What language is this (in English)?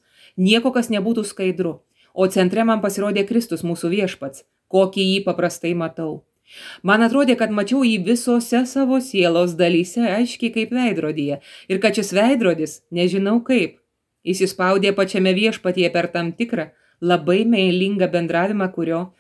Lithuanian